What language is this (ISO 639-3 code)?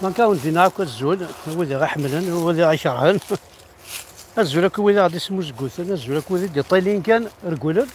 kab